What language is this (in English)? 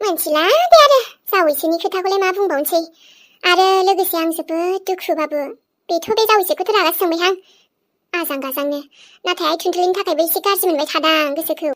Bodo